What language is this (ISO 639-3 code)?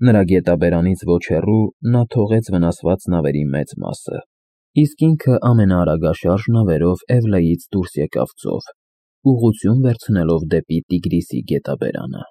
hye